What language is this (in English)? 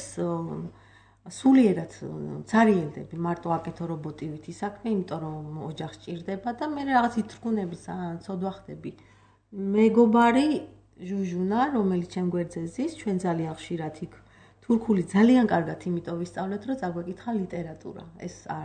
Georgian